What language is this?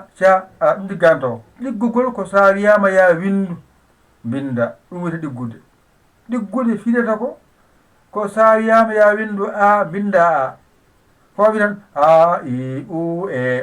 Fula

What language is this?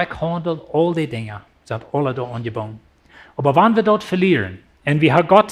Plautdietsch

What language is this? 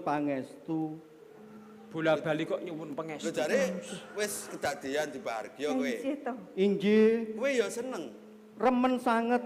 Javanese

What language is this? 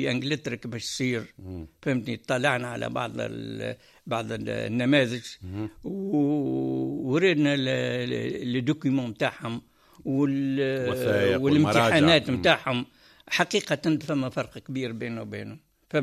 Tunisian Arabic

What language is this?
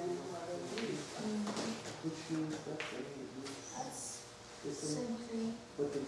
Mohawk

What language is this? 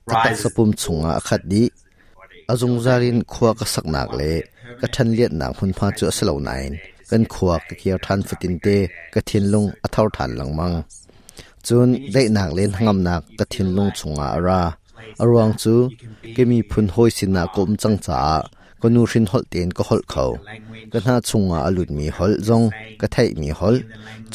Hakha Chin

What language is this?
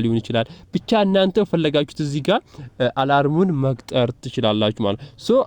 Amharic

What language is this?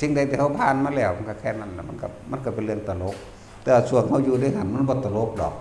Northeastern Thai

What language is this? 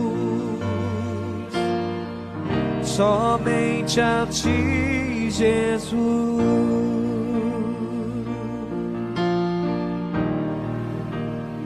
Portuguese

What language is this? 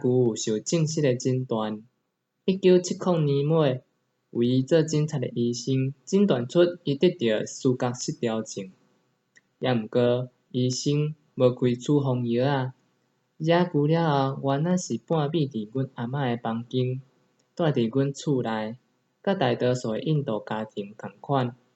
Min Nan Chinese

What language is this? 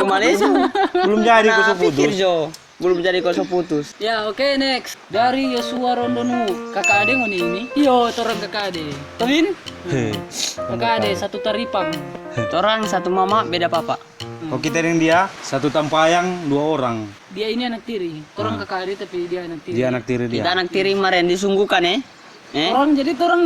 Manado Malay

